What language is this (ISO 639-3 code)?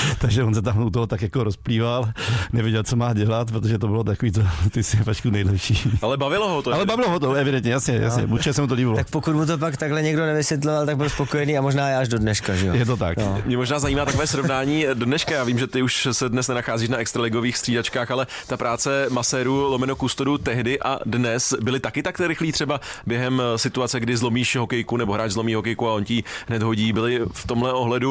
ces